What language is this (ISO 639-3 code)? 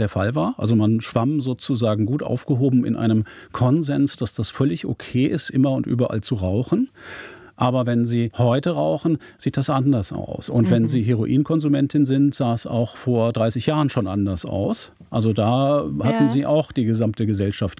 deu